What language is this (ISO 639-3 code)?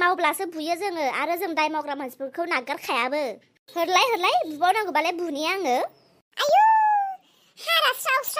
brx